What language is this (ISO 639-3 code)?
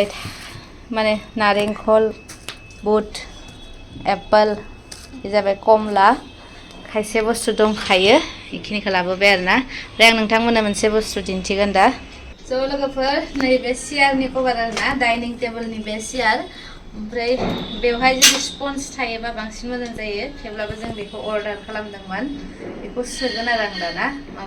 brx